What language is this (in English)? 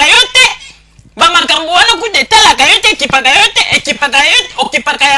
Lingala